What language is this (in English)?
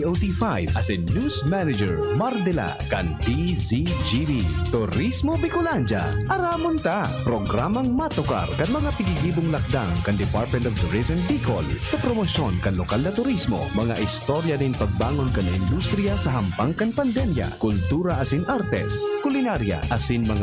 Bikol